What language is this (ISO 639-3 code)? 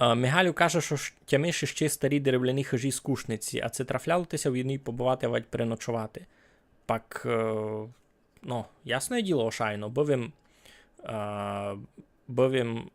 rue